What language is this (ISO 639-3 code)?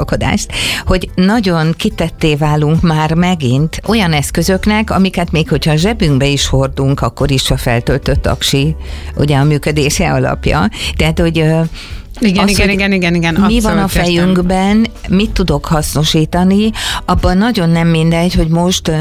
hun